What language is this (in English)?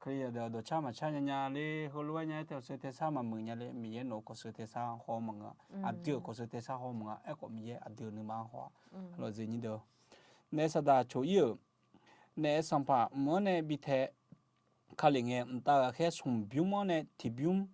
Akha